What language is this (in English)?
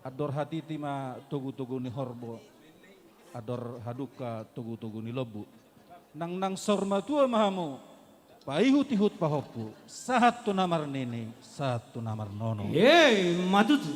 Batak Simalungun